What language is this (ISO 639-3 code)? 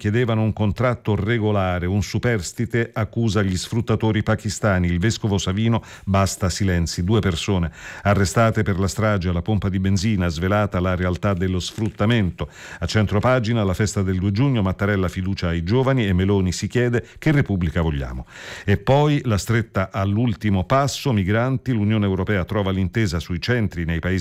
ita